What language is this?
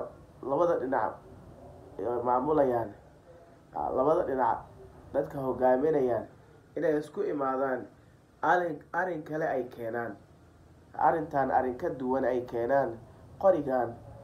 Somali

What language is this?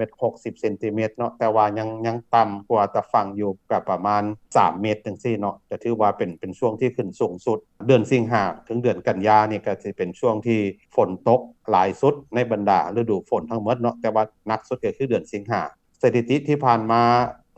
Lao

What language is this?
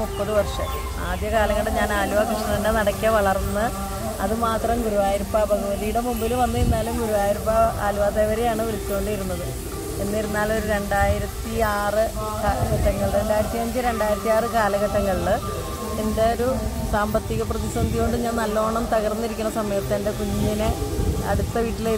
Malayalam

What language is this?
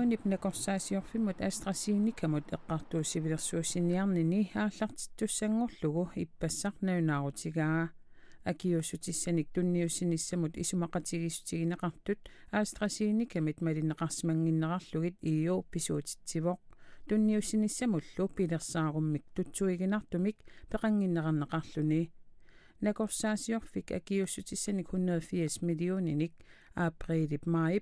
Kalaallisut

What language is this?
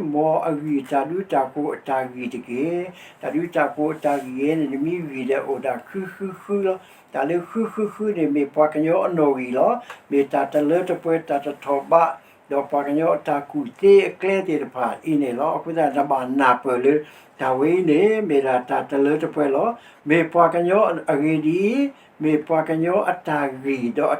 S'gaw Karen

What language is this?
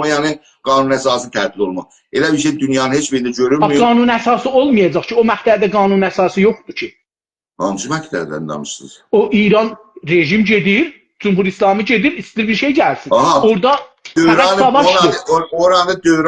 South Azerbaijani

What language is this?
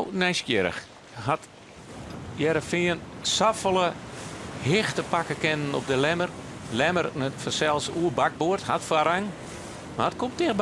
Western Frisian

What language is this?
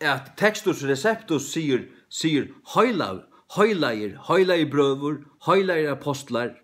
Faroese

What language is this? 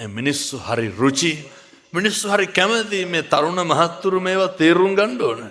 Sinhala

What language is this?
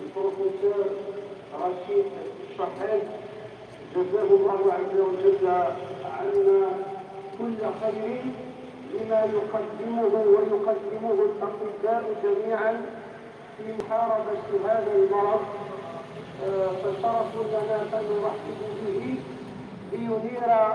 Kabyle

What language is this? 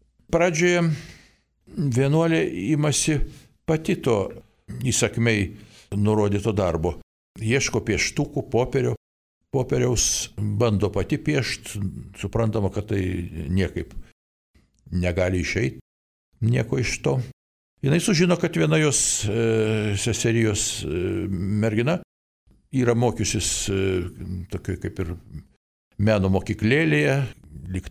Lithuanian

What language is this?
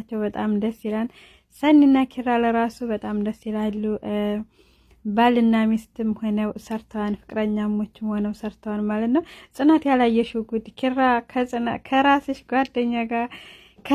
Amharic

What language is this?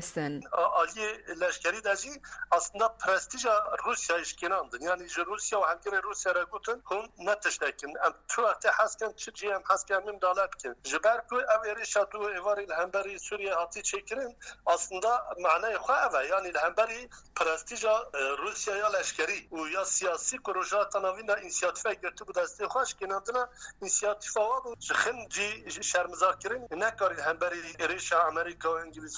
Kurdish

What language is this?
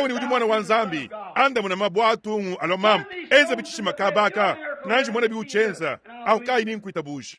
Luba-Lulua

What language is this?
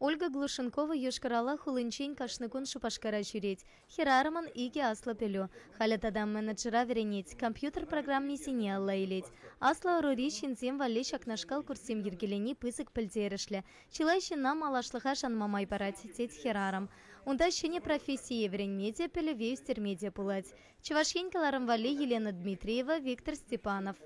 Chuvash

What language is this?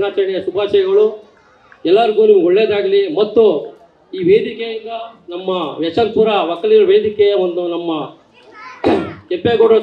Kannada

